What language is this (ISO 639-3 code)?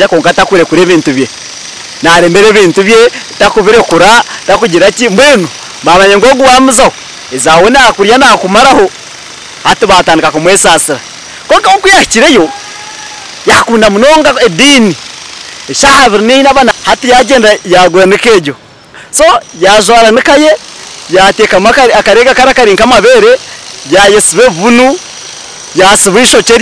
nyn